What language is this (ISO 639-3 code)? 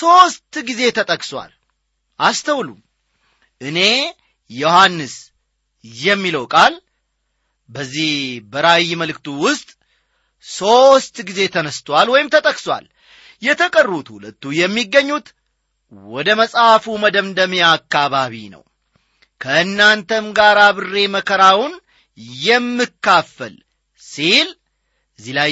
amh